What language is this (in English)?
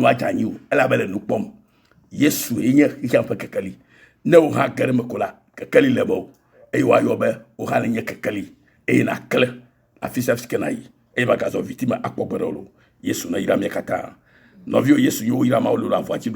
Ewe